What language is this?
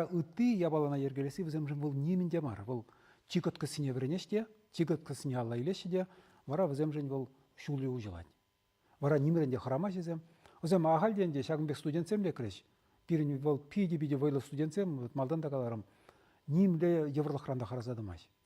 Chuvash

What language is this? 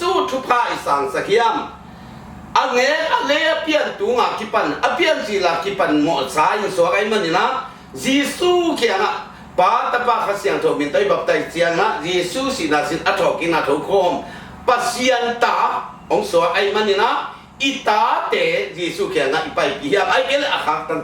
Tedim Chin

